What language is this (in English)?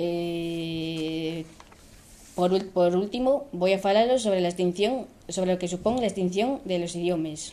Asturian